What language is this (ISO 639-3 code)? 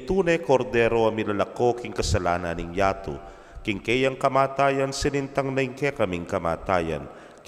pam